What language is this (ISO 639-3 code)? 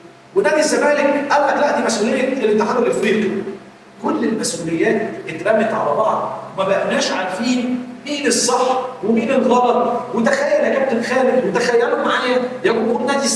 arz